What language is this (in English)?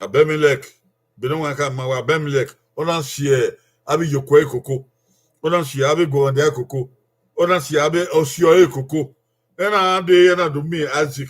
Bini